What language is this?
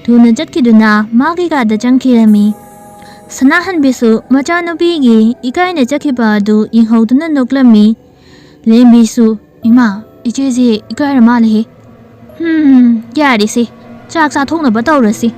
Manipuri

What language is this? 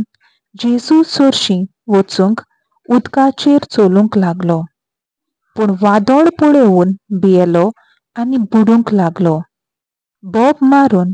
Konkani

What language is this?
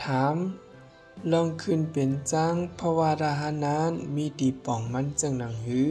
Shan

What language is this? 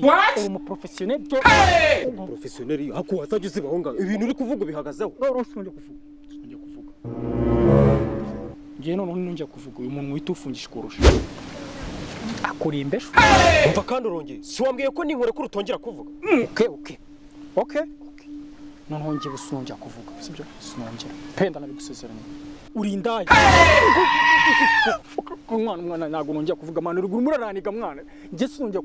Kinyarwanda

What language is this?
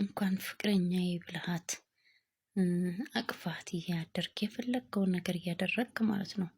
Amharic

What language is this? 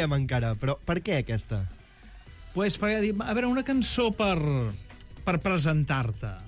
Catalan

